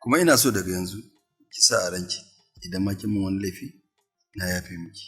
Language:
Hausa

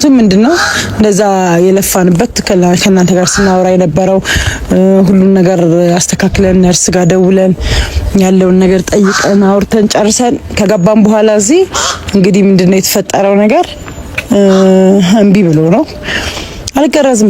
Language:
Amharic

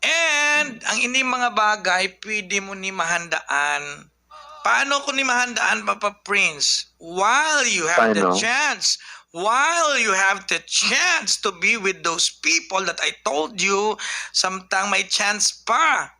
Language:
Hiligaynon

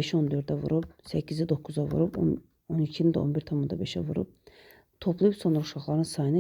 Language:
Azerbaijani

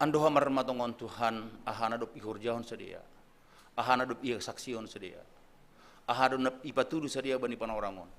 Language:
Batak Simalungun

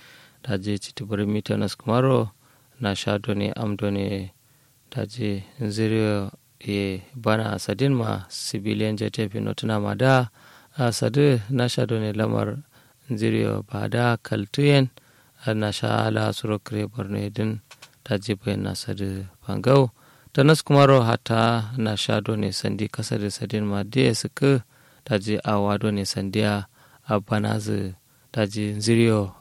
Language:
Kanuri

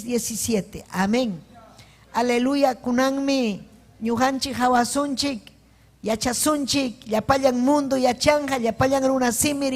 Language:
Ayacucho Quechua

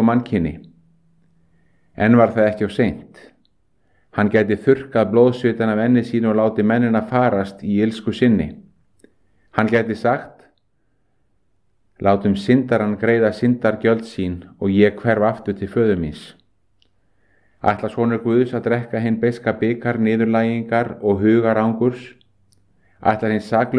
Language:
Icelandic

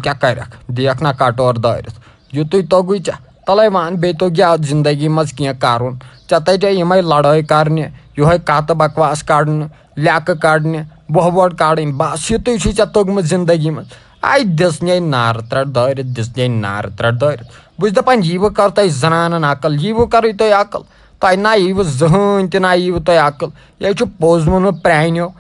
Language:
Kashmiri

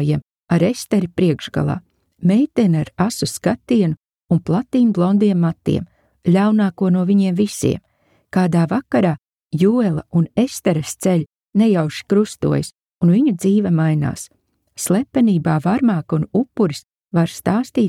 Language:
Latvian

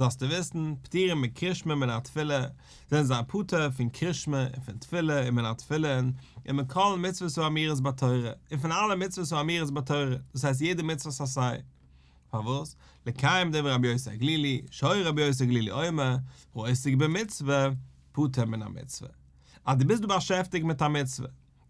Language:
Yiddish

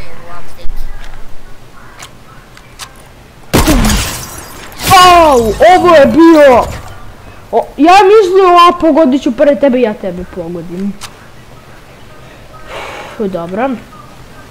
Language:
Croatian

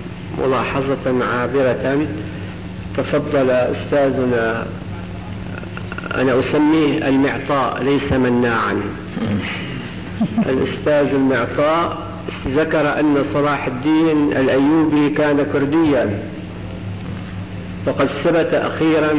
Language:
Arabic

